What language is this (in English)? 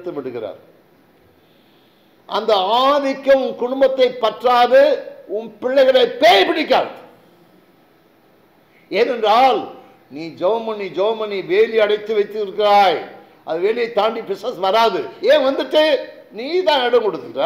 Tamil